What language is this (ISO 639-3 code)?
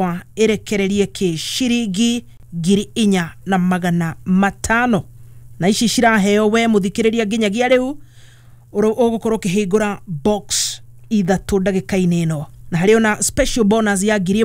kik